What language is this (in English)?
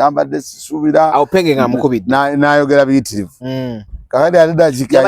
Ganda